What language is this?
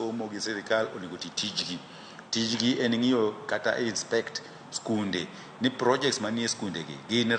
Luo (Kenya and Tanzania)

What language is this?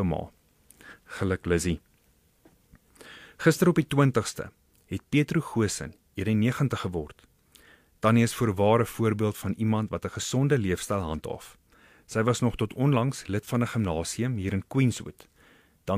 Afrikaans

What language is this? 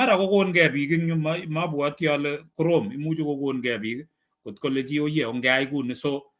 Kalenjin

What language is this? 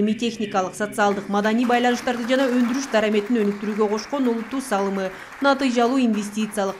Kyrgyz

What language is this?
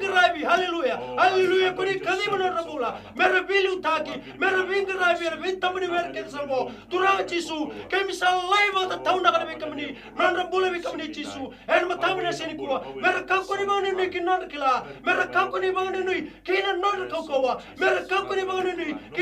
Fijian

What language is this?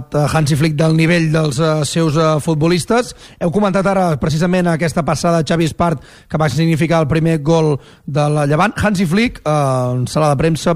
Catalan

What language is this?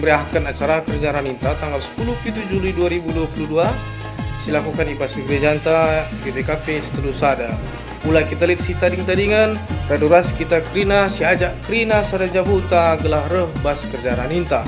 Batak Karo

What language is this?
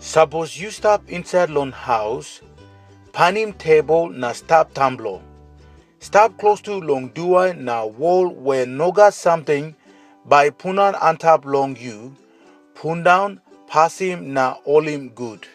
Tok Pisin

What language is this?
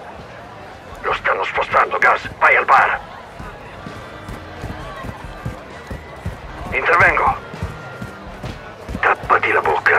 Italian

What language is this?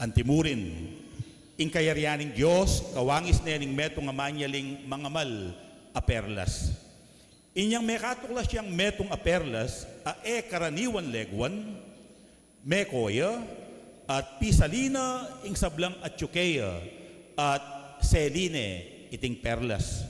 Pampanga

